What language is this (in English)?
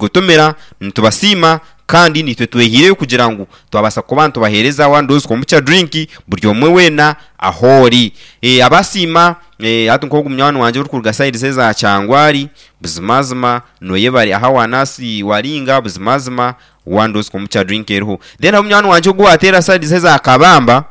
Nyankole